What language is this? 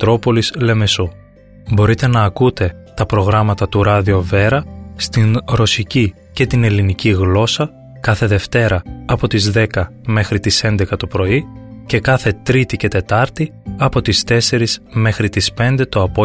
Greek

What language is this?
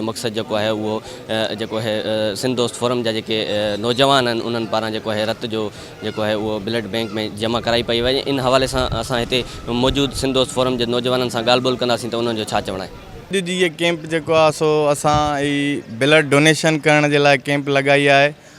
Sindhi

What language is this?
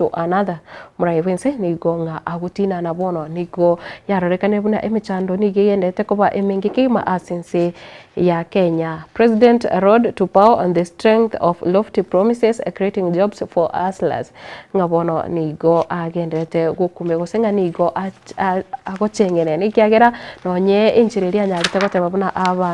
Gusii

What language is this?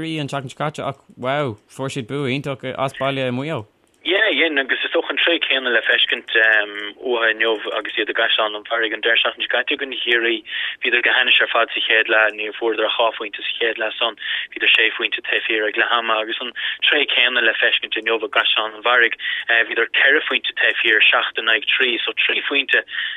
Irish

